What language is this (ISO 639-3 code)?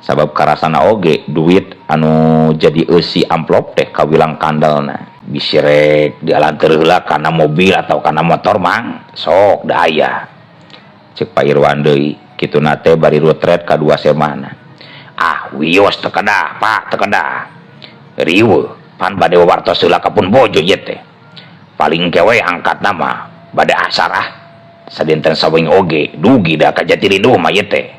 sun